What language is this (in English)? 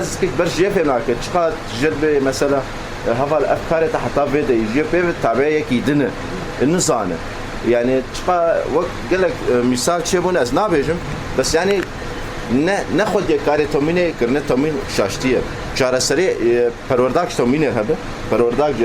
Kurdish